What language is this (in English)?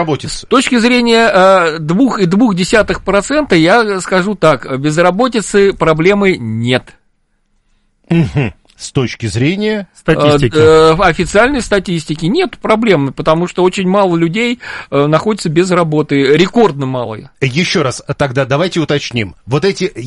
Russian